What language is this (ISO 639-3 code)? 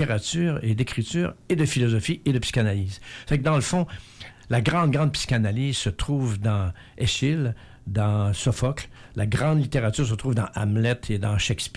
fra